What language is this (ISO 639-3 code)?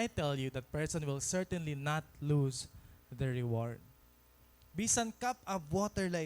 war